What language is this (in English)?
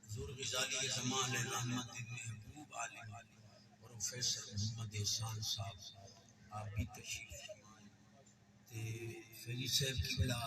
Saraiki